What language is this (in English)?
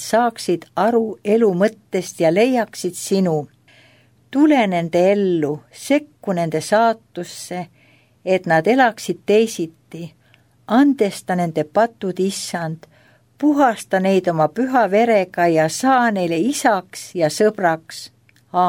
Estonian